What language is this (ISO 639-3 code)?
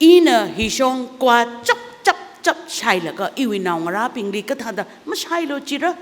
nmf